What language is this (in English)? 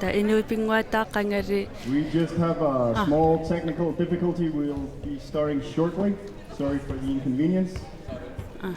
Kalaallisut